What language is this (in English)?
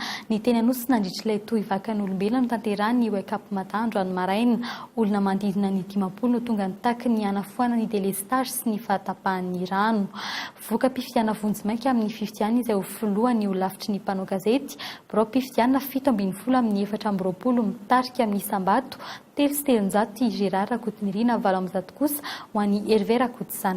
Malagasy